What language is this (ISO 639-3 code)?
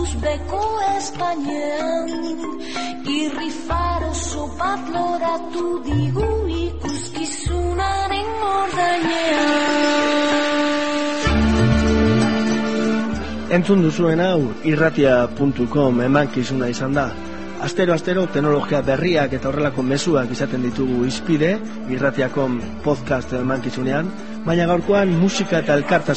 eus